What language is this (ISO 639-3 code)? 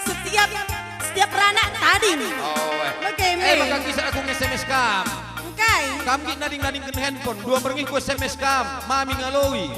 btx